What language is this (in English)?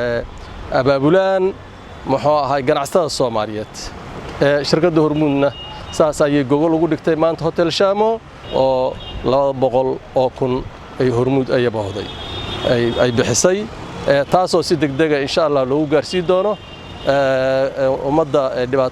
Somali